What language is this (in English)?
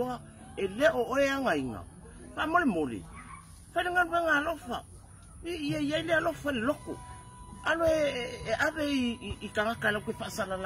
Samoan